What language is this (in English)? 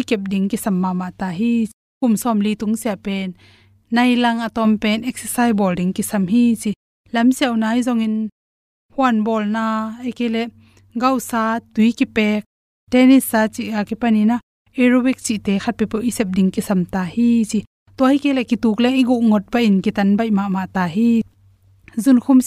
Tedim Chin